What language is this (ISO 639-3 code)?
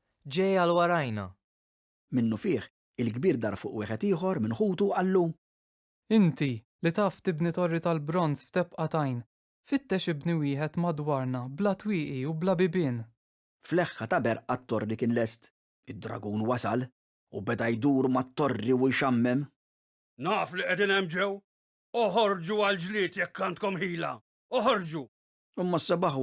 mlt